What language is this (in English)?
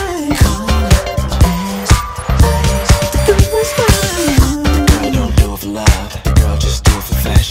English